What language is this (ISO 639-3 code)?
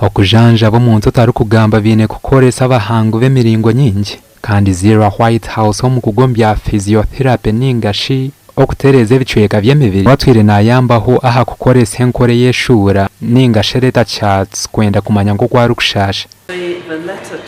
nyn